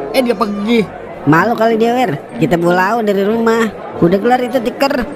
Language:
Betawi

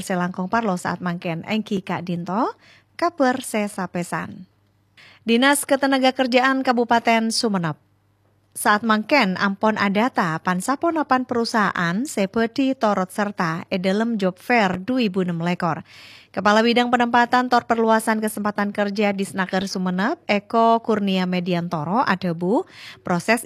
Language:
Madurese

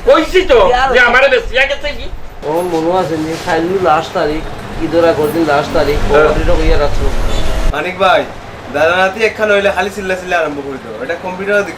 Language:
Sylheti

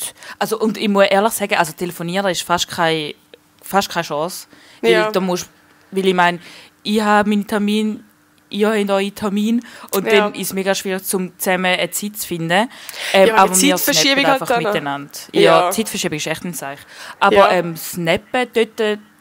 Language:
Swiss German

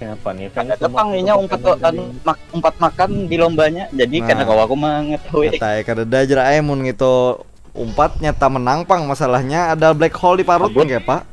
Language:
Banjar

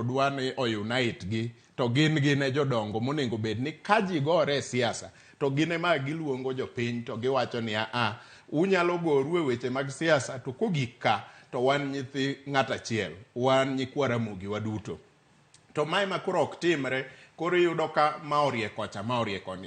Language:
Luo (Kenya and Tanzania)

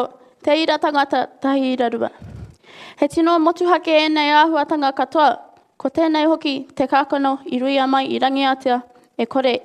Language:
Māori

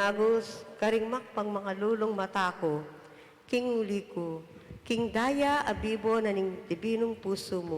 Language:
Pampanga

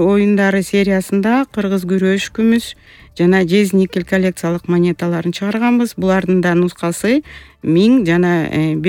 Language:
Kyrgyz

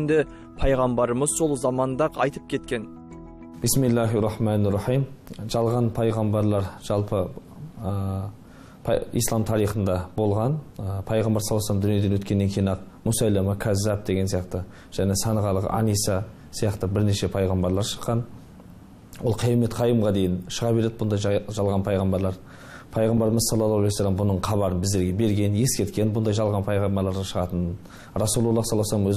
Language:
Kazakh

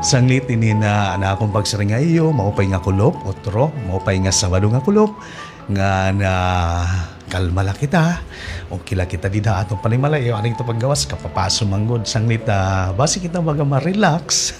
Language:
Waray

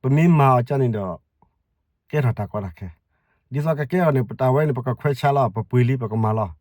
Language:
S'gaw Karen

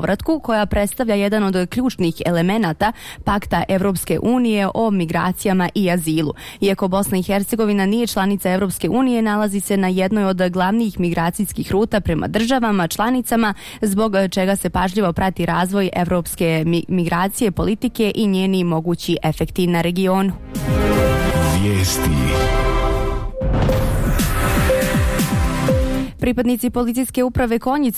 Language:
Bosnian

